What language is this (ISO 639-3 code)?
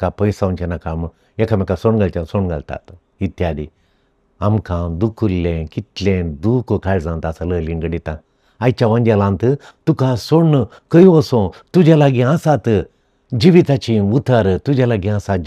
kok